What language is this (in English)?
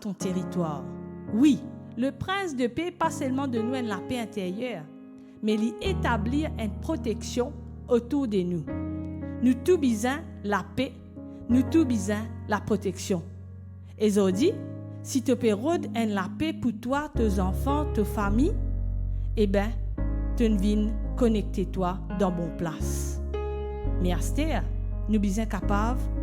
Morisyen